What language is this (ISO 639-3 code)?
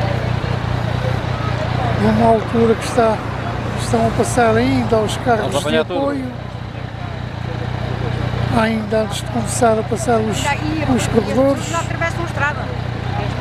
por